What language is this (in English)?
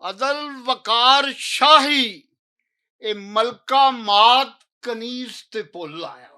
Western Panjabi